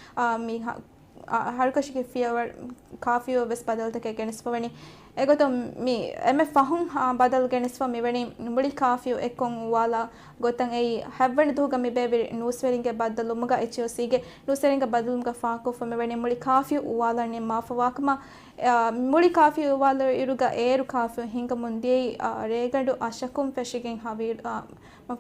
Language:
Divehi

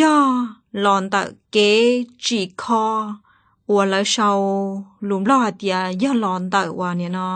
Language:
Hmong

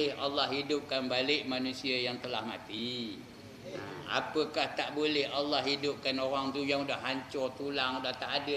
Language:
Malay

